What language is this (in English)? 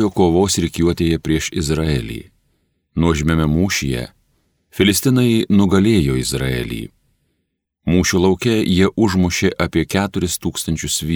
Lithuanian